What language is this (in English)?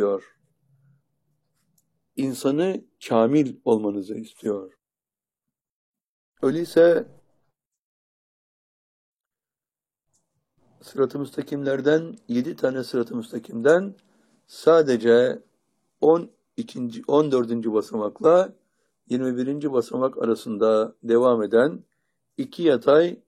Turkish